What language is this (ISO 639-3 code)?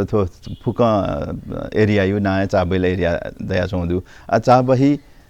new